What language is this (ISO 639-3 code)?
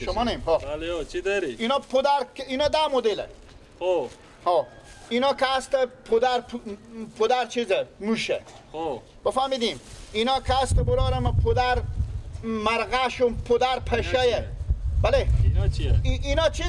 fas